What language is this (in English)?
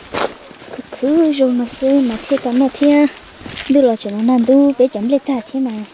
Vietnamese